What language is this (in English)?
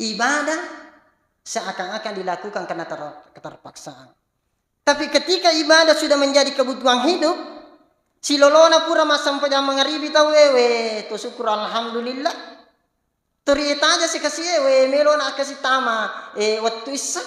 Buginese